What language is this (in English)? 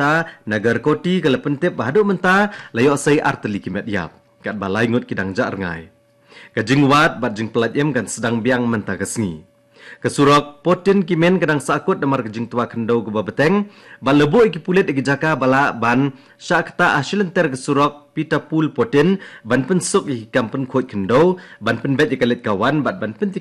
Khasi